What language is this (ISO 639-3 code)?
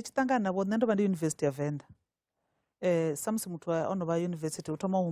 ven